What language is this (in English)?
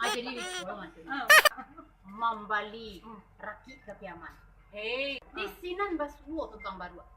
Minangkabau